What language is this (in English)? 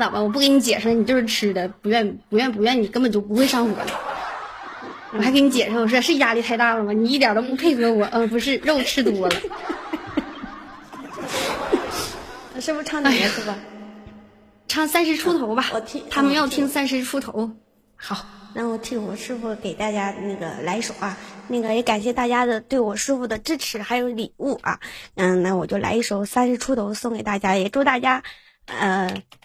Chinese